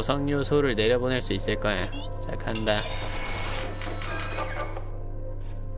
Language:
Korean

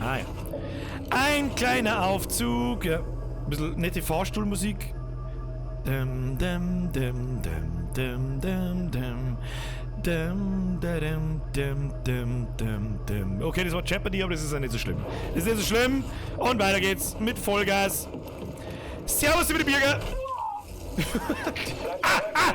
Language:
Bavarian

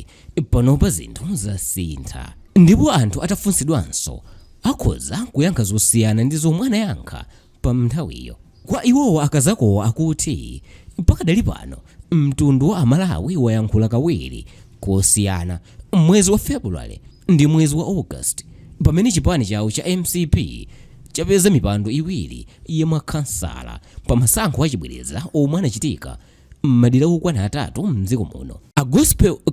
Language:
Nyanja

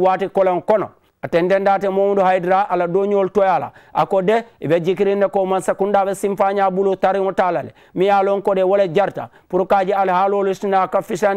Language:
Mandingo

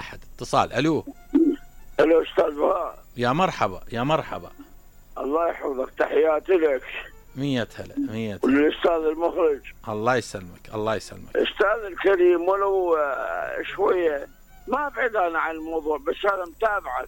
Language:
Mesopotamian Arabic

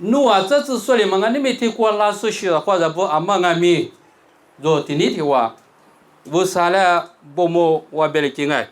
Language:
Lisu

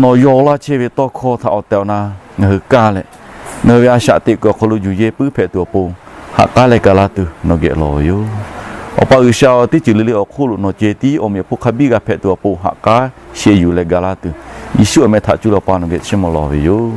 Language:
Lahu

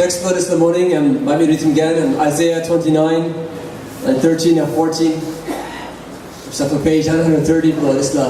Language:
Tok Pisin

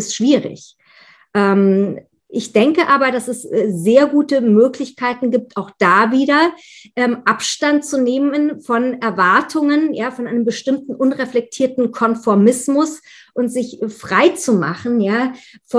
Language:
German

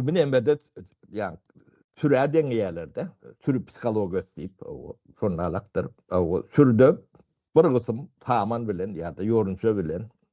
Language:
Turkmen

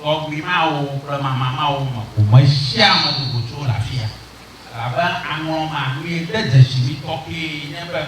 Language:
Ewe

